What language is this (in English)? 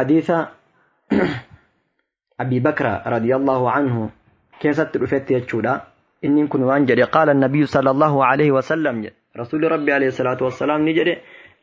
Oromo